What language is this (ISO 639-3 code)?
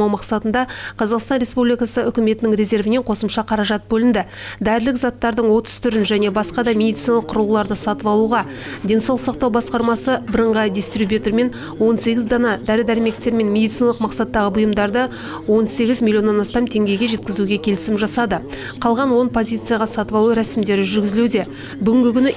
kaz